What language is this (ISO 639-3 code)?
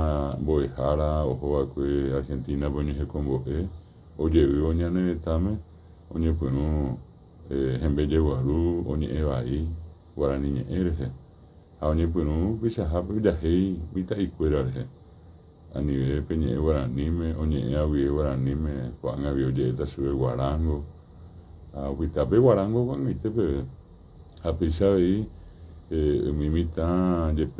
grn